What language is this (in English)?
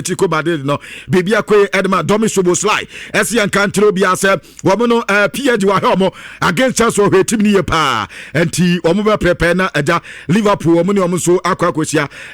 Akan